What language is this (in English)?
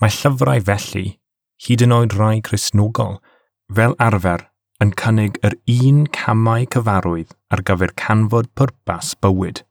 Welsh